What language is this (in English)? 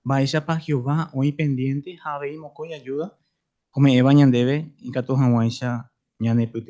Guarani